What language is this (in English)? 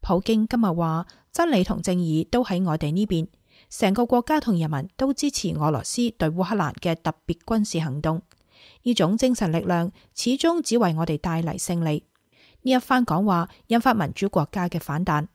Cantonese